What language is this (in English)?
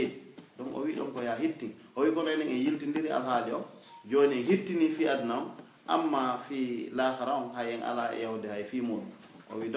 Pular